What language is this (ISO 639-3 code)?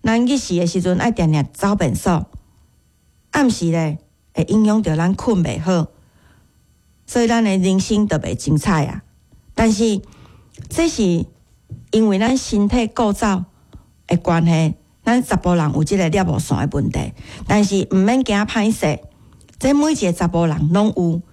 nan